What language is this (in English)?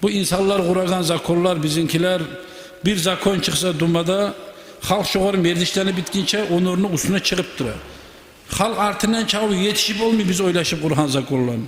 Kumyk